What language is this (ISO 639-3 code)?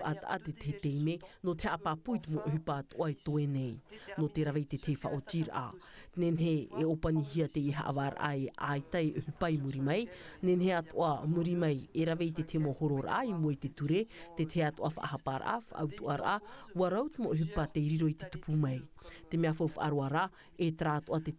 tah